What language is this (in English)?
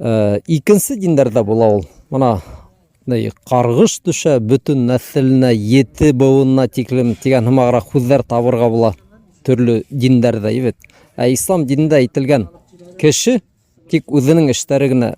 Bashkir